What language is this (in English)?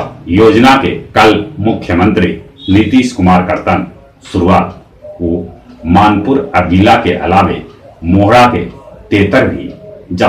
Magahi